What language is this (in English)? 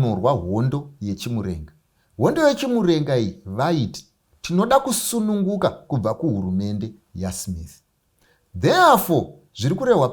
Shona